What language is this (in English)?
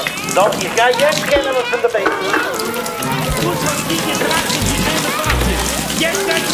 Yiddish